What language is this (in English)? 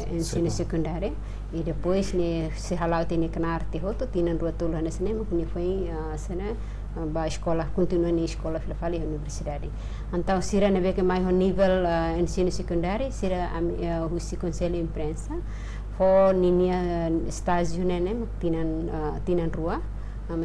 Tetum